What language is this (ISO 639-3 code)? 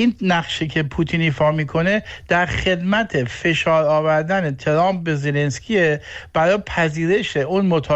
fas